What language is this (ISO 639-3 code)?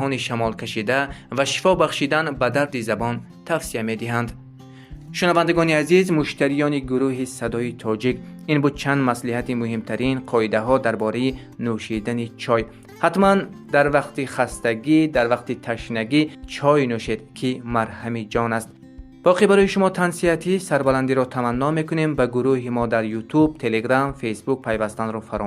tgk